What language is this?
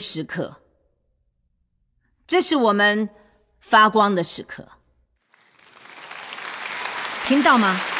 Chinese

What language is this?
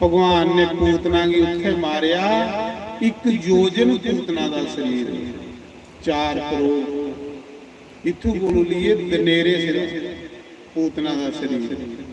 Dogri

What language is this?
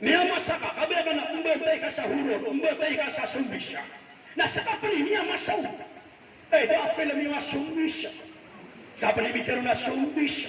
Maranao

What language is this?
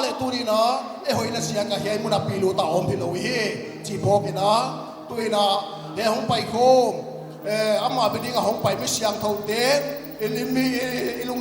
Paite Chin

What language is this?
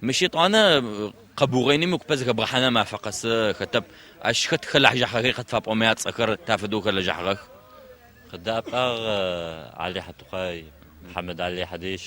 Adyghe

